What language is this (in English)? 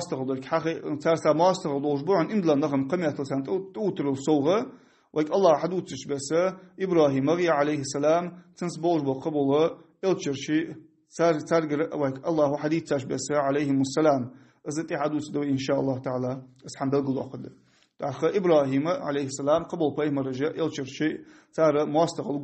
Ingush